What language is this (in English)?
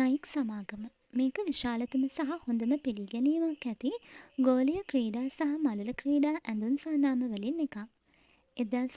Sinhala